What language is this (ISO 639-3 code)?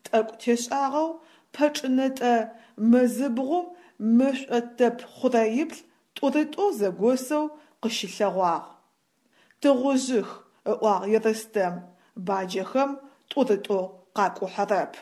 ady